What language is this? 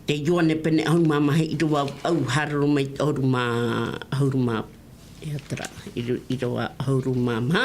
Tahitian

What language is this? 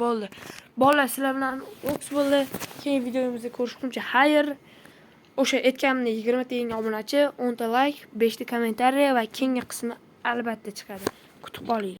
Uzbek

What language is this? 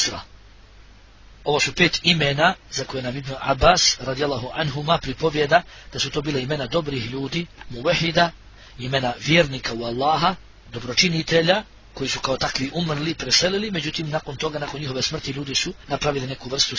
Bosnian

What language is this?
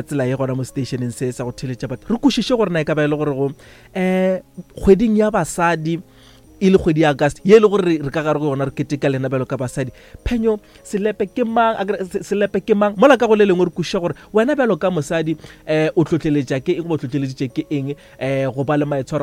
Northern Sotho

